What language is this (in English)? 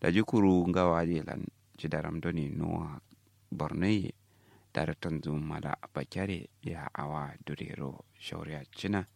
Kanuri